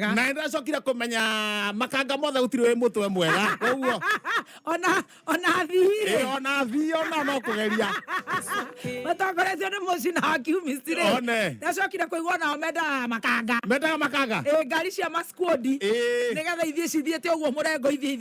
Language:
Kikuyu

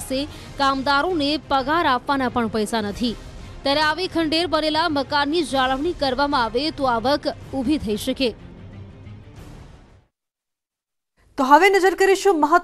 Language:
Gujarati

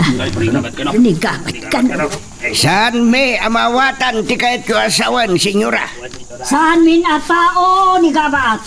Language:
Iloko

